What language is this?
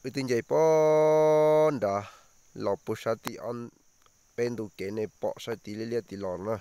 Hmong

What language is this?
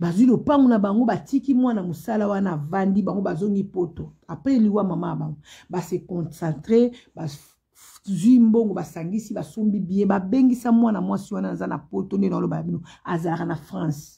Lingala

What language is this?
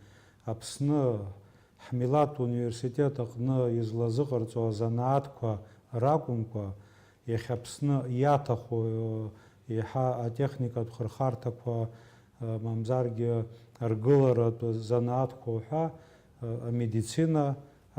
Abkhazian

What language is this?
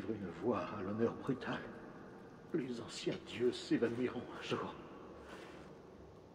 French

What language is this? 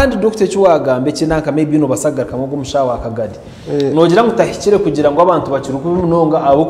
Nyankole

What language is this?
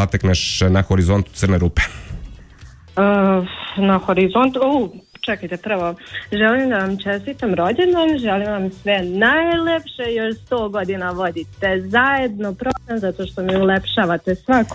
Serbian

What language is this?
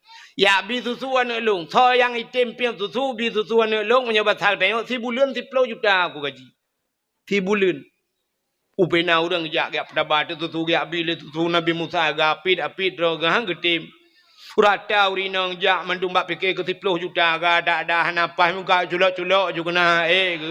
Achinese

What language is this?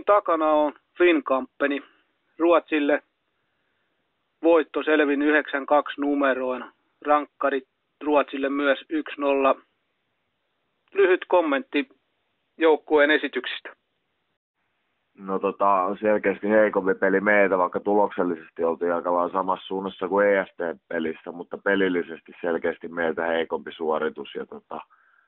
Finnish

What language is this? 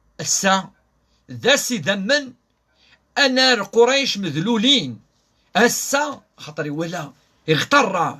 Kabyle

